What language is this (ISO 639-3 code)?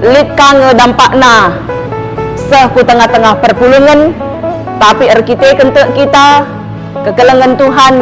btx